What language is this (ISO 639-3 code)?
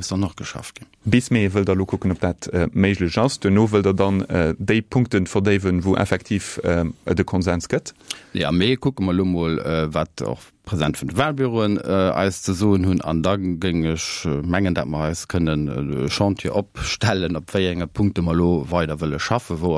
ltz